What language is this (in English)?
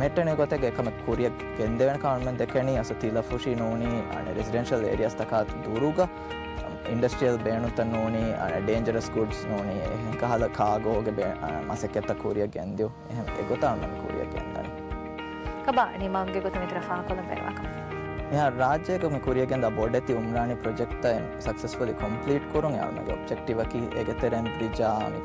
Divehi